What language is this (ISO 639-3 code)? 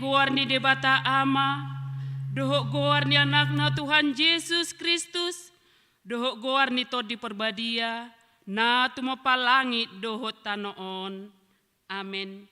bbc